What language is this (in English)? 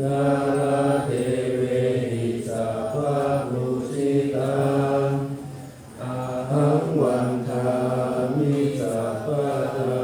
Pali